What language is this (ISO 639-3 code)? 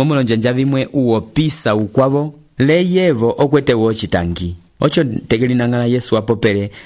umb